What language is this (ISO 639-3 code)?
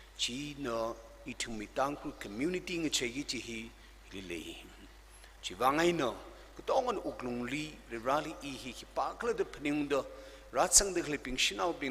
nmf